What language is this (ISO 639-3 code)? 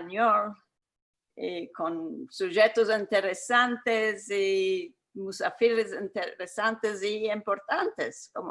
lad